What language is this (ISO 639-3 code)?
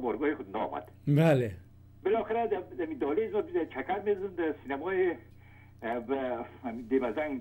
fas